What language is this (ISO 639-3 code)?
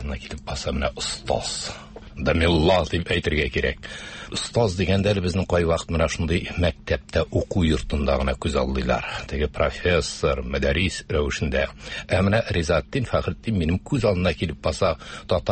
tat